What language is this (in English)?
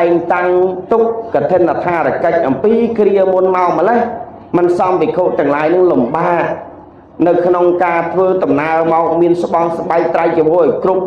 Khmer